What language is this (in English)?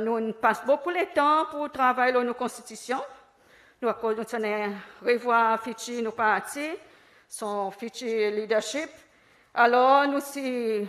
Seselwa Creole French